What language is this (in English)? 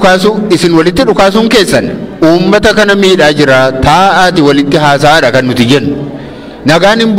Oromo